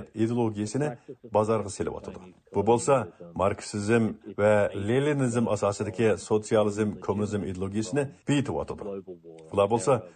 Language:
Uyghur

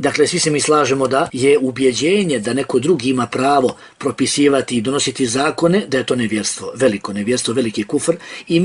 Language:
Bosnian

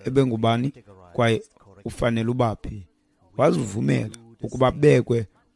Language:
Xhosa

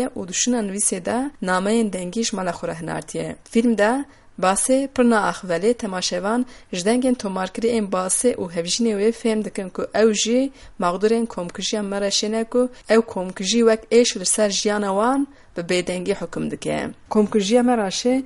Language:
Kurdish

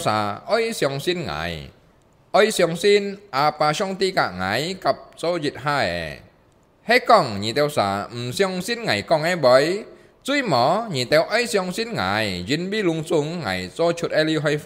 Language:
Hakka Chinese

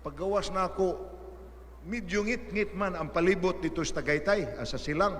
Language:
Cebuano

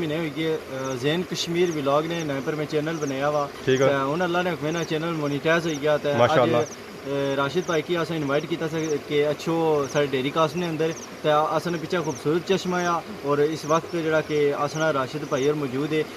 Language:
Pahari-Potwari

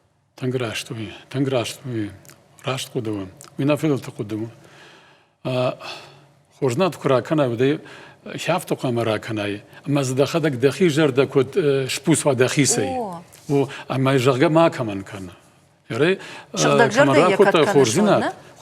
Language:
Ossetic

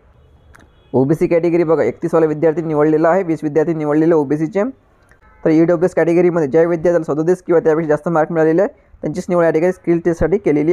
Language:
Marathi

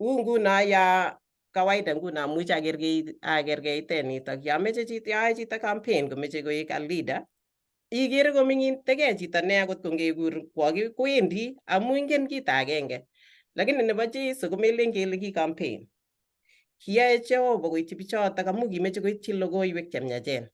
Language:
Kalenjin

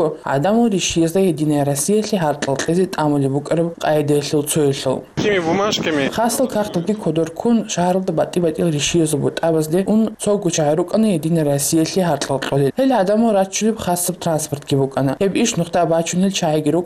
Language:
Avaric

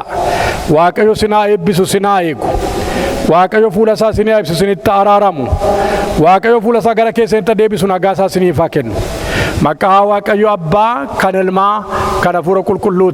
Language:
Oromo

